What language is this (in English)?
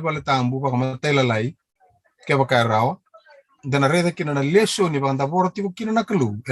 Fijian